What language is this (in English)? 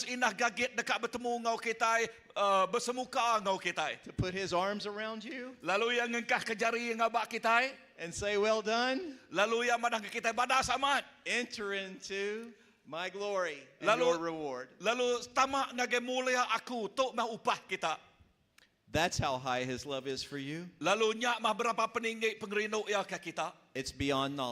Iban